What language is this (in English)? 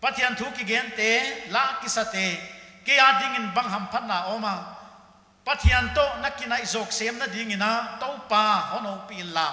Paite Chin